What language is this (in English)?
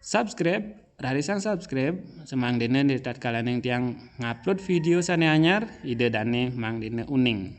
Balinese